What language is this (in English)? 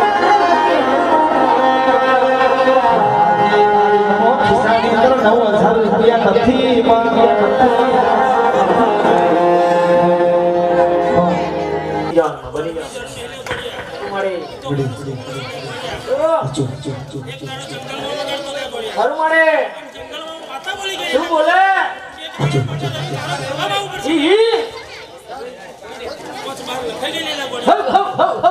Gujarati